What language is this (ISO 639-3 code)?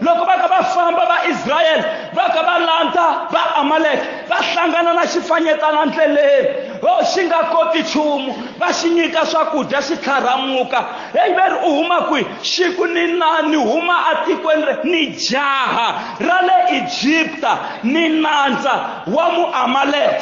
tso